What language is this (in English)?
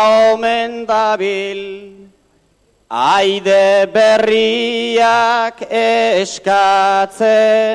Basque